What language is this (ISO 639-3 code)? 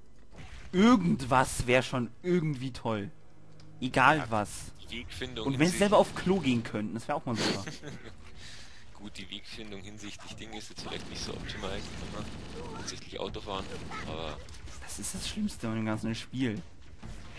deu